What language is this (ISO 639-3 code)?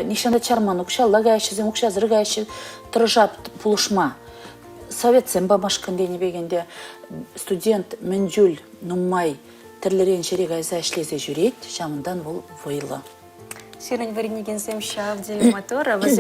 chv